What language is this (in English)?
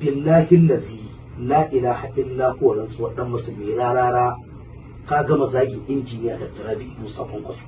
Hausa